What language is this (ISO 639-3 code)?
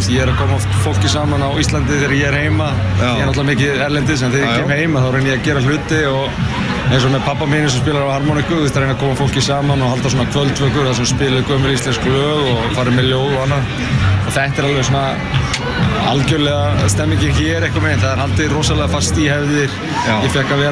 isl